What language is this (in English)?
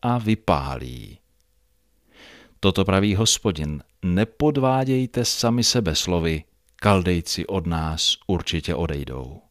Czech